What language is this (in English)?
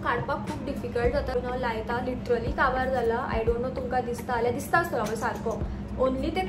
Konkani